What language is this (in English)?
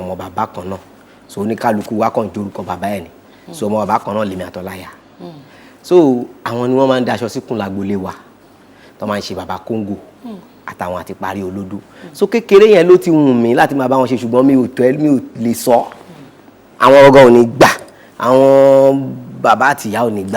Yoruba